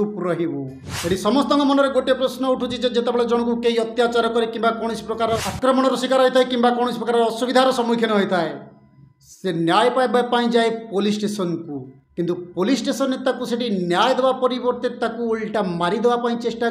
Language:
Odia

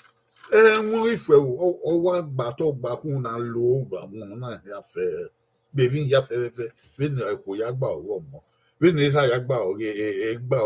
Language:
Bini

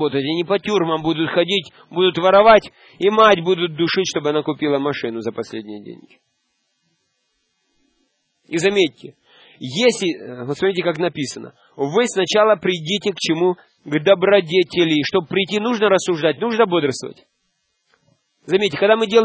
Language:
Russian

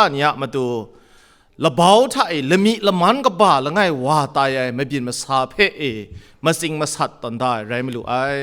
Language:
Kachin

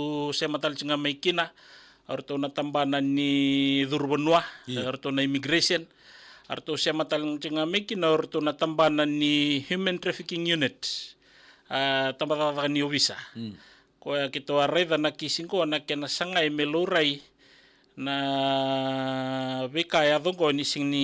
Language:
Fijian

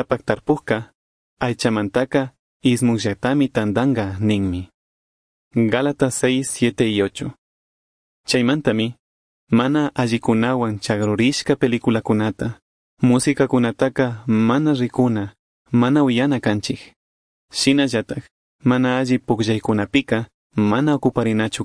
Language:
Chimborazo Highland Quichua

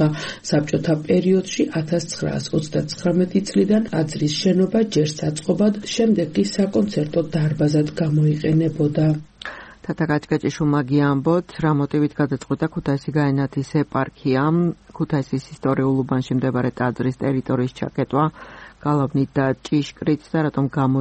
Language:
Georgian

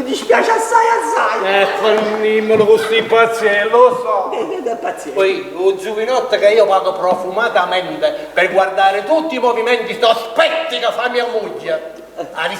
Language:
Neapolitan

